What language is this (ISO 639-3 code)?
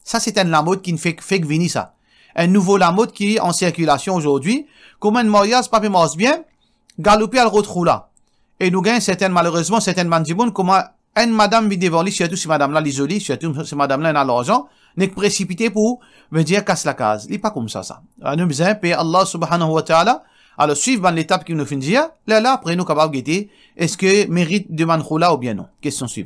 mfe